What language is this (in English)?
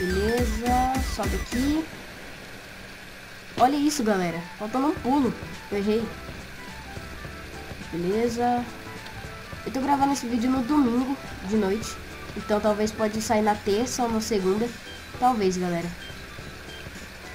Portuguese